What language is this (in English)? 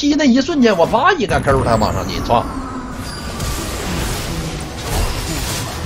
Chinese